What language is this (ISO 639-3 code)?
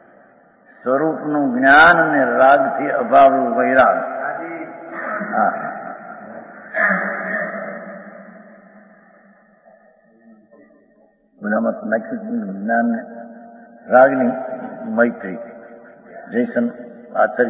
guj